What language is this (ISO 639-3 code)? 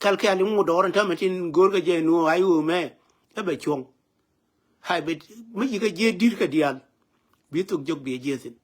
nus